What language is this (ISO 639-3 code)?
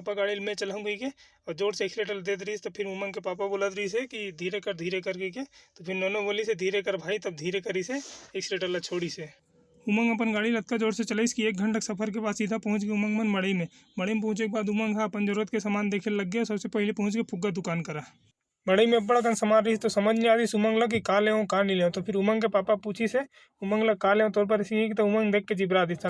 hne